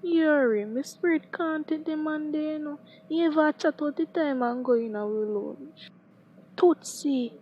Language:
Jamaican Creole English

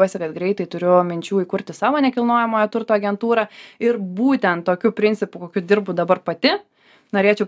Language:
Lithuanian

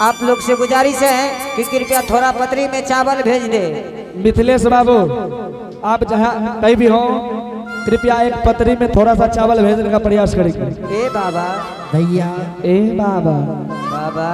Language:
Angika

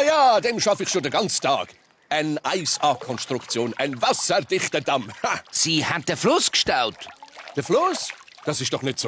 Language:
Swiss German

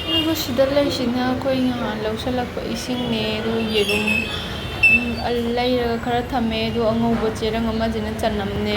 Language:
Manipuri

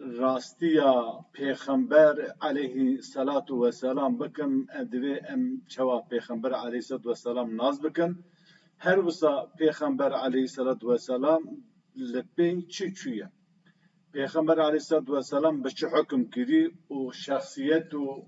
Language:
Kurdish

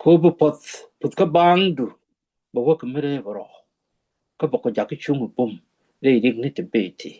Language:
Nuer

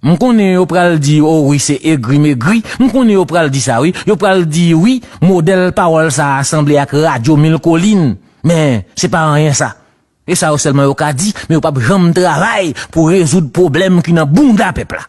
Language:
Haitian Creole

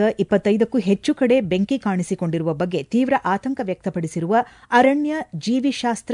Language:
Kannada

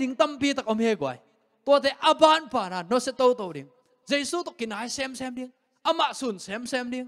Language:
Tedim Chin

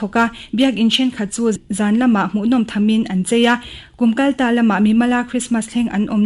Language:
Mizo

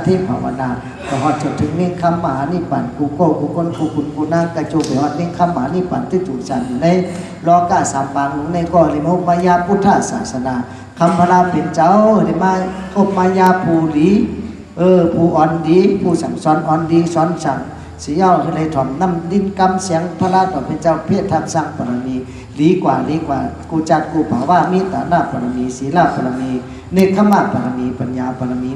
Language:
Shan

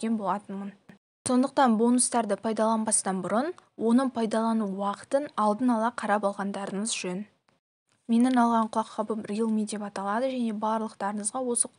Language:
Kazakh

